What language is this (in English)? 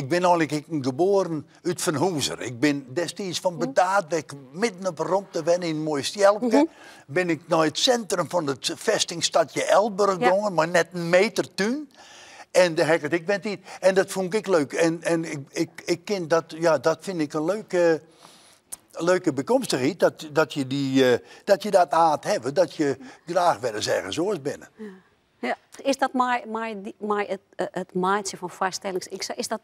Western Frisian